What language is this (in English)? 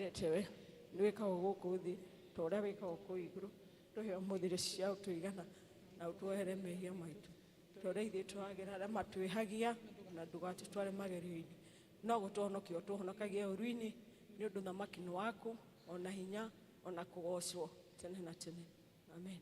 Kikuyu